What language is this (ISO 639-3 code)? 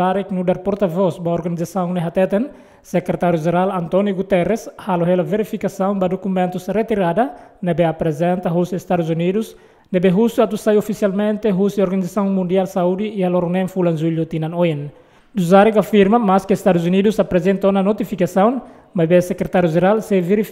tet